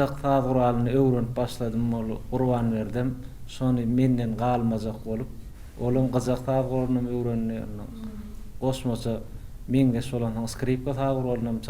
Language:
Turkmen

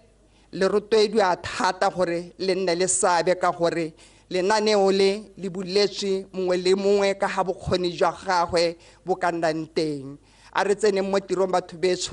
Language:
Tswana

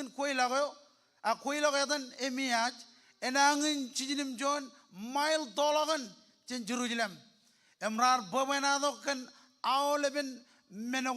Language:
Marshallese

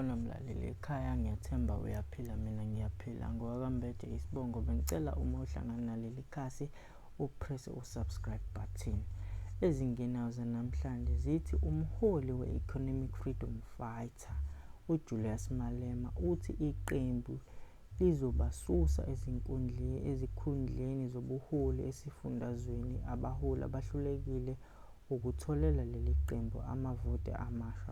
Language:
Zulu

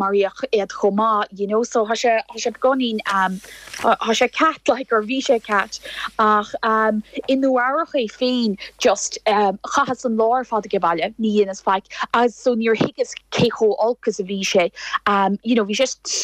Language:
Irish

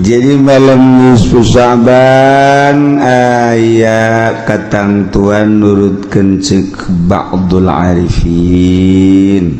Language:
Sundanese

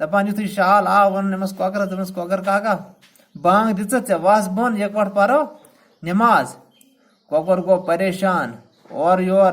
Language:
Kashmiri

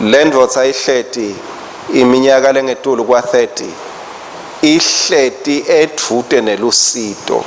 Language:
Swati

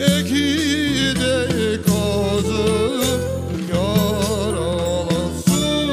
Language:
Crimean Tatar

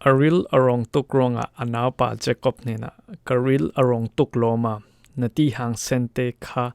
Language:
Falam Chin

